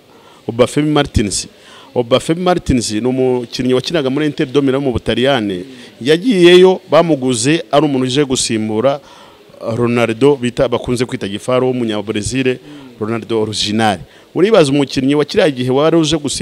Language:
Kinyarwanda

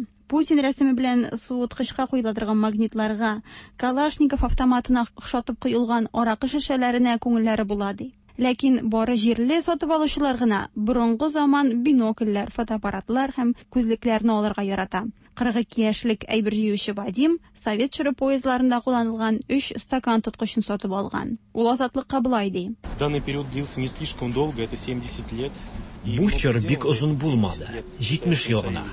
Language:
Tatar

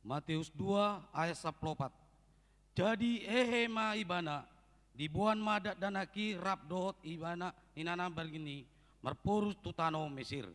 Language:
Batak Toba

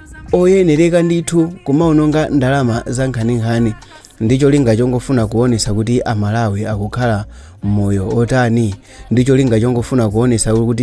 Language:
Nyanja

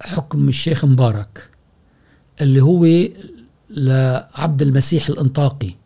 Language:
Gulf Arabic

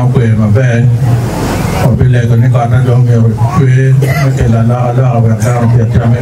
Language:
Acoli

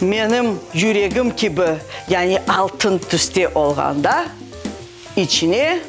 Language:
Crimean Tatar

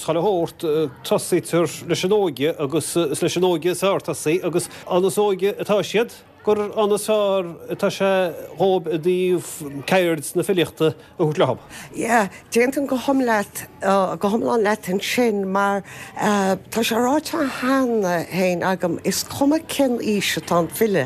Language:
Irish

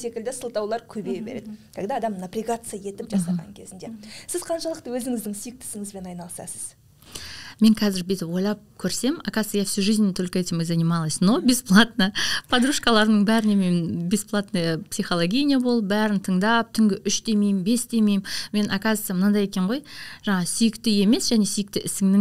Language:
Kazakh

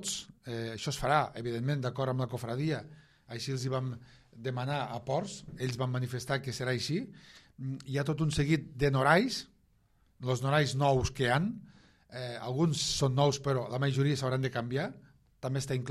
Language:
Catalan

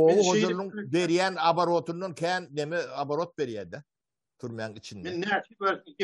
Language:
Turkmen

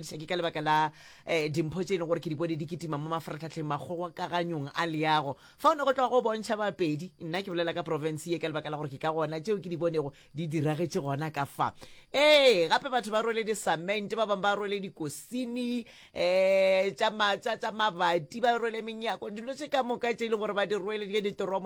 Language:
Northern Sotho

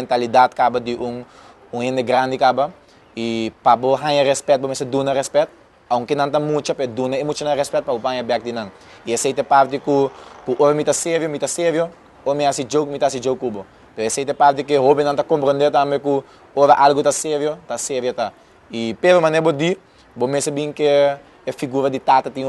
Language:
Papiamento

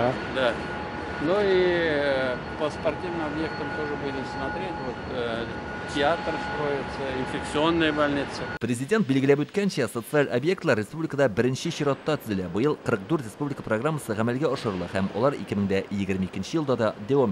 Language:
Tatar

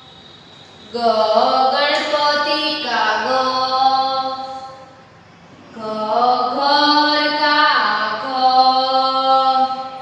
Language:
Gujarati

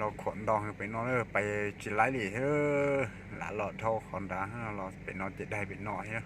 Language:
Hmong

